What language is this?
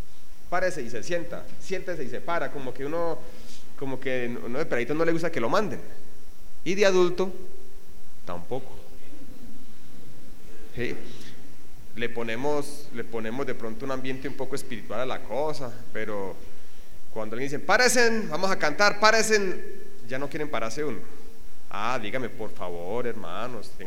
Spanish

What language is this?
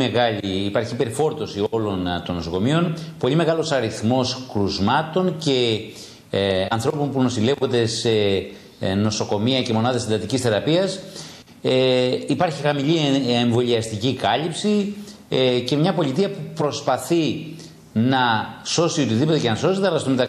Greek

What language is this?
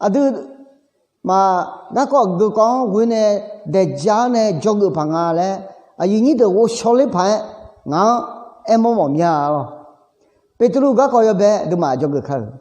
Akha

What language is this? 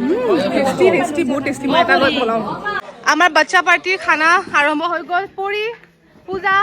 Assamese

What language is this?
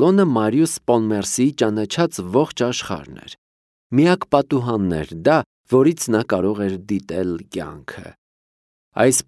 Armenian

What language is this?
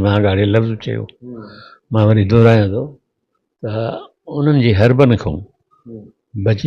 Sindhi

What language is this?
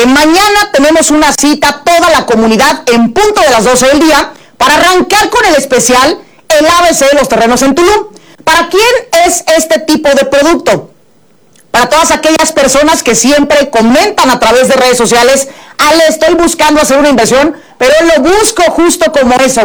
Spanish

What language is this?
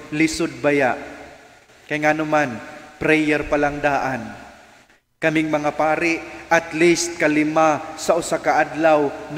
Cebuano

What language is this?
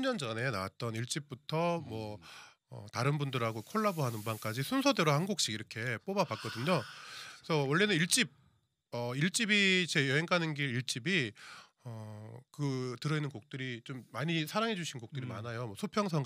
Korean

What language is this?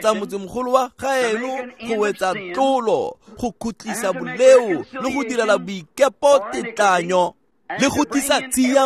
Tswana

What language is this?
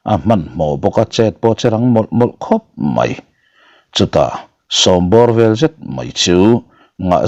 Mizo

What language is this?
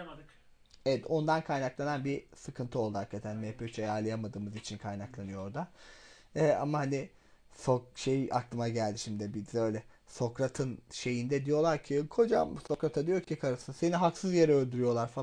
Turkish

